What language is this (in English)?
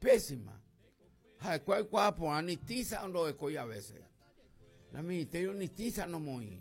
Guarani